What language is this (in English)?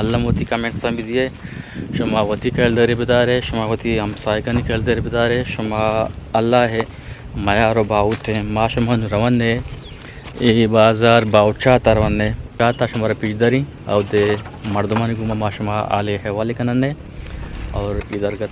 Eastern Balochi